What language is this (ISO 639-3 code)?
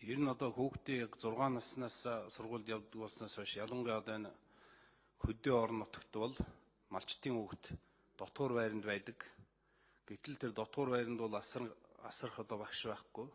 mon